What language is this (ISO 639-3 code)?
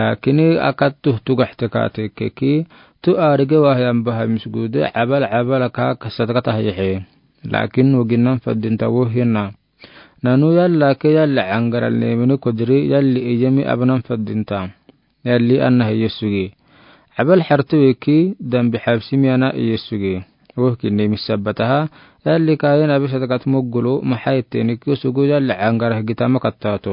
aar